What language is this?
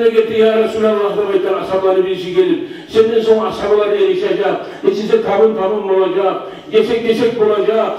Kumyk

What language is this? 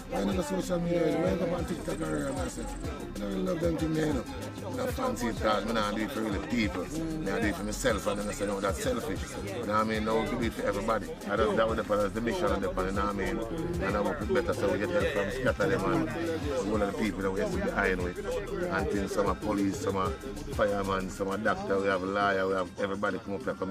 Jamaican Creole English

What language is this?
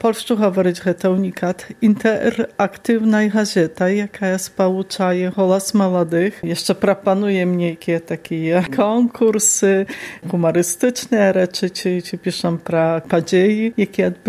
Belarusian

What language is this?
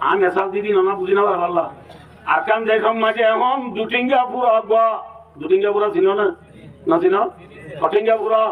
Rohingya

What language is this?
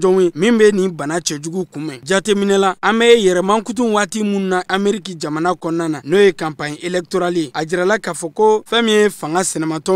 Bambara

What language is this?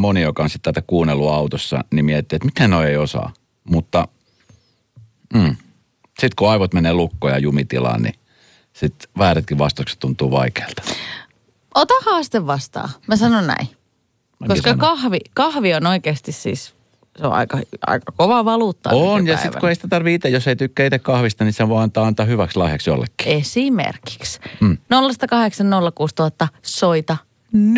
Finnish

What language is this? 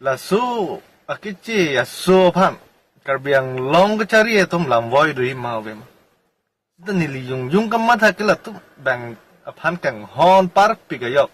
Karbi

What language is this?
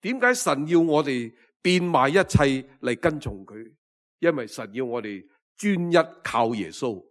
Cantonese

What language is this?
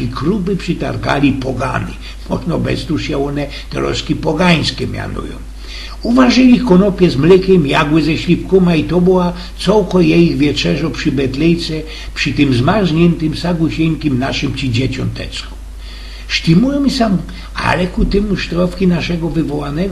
Silesian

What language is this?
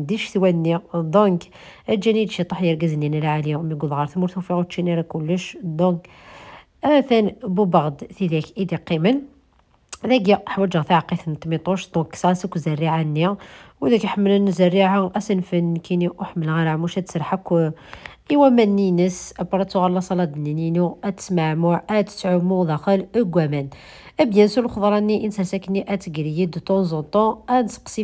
Kabyle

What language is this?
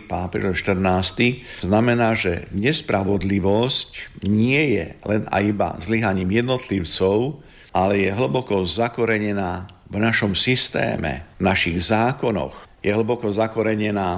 Slovak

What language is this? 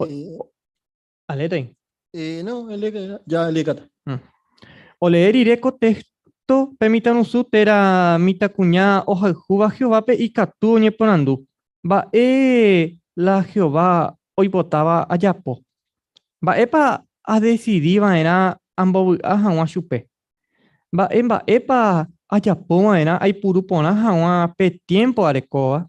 Guarani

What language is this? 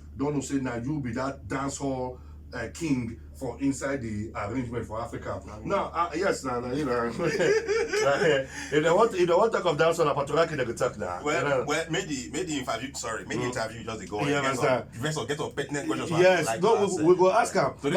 Nigerian Pidgin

